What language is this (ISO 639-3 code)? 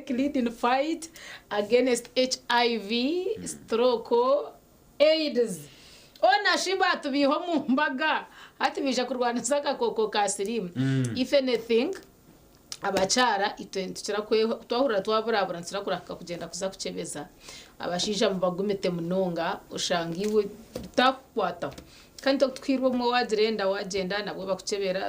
nyn